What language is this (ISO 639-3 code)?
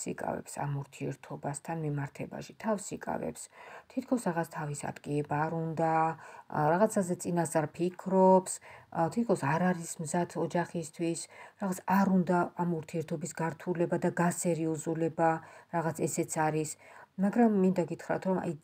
kat